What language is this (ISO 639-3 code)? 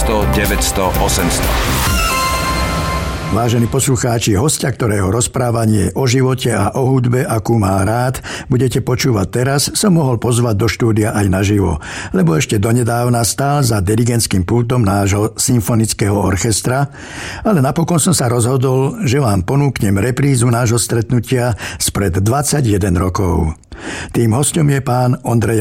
slk